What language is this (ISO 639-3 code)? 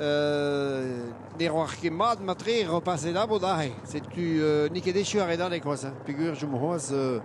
bre